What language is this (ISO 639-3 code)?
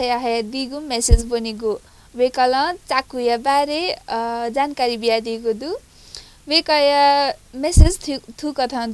new